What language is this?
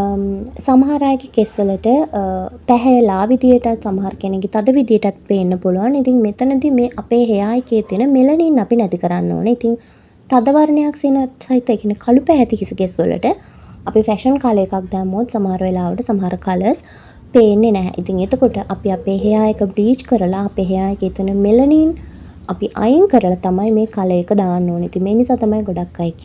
Sinhala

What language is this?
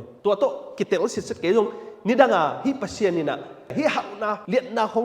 Tedim Chin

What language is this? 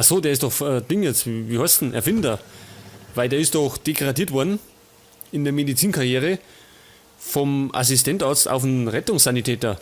Bavarian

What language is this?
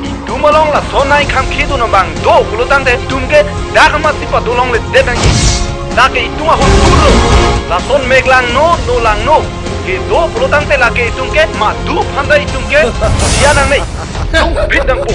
Karbi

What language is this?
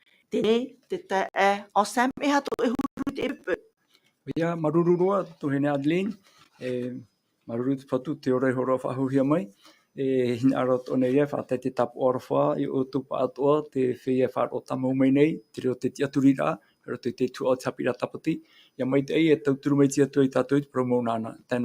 Tahitian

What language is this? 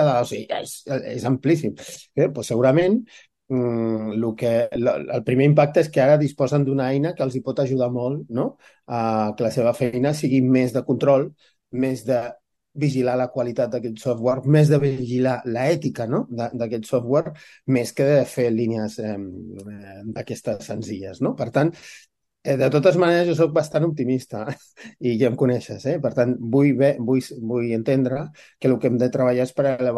Catalan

